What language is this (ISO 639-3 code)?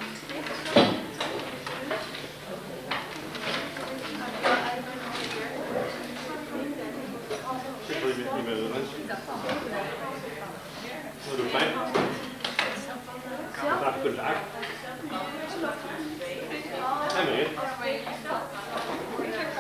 nld